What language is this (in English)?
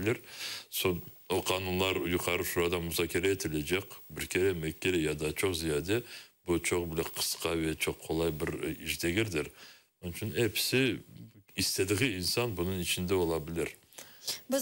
Crimean Tatar